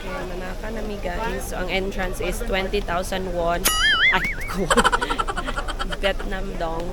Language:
Cebuano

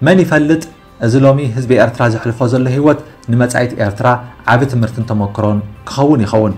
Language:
Tigrinya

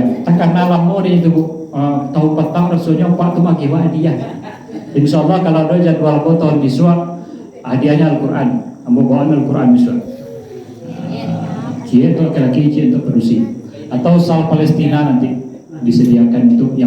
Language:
Minangkabau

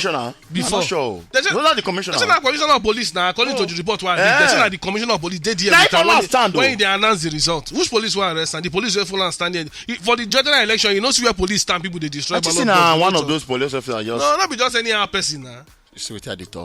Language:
Nigerian Pidgin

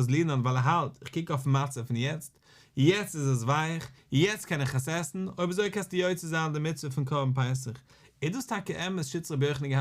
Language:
Yiddish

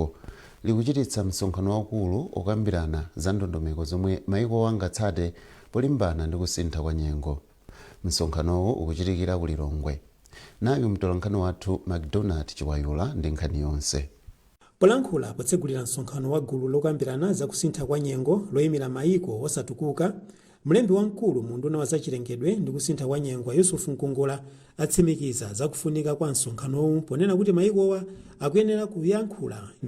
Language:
Nyanja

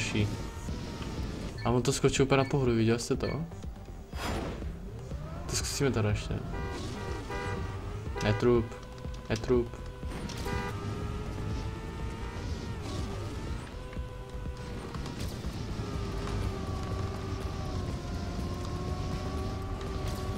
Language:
Czech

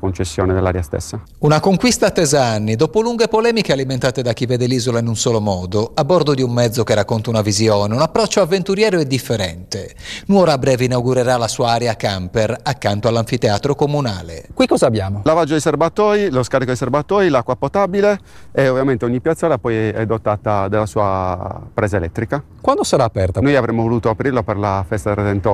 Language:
Italian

